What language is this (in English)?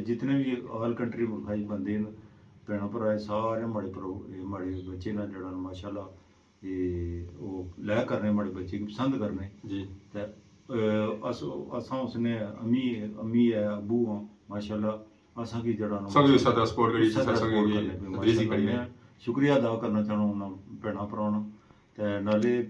Pahari-Potwari